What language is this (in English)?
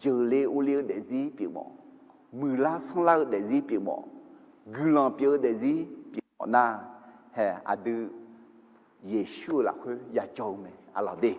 Akha